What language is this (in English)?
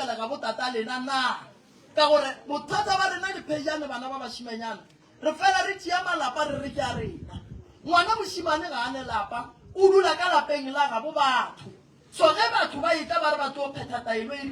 Northern Sotho